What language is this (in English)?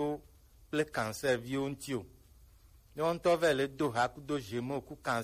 Gen